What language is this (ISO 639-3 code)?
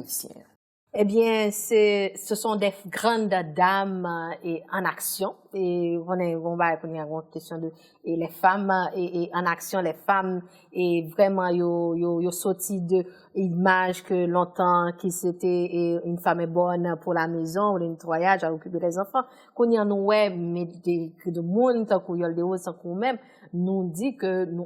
hat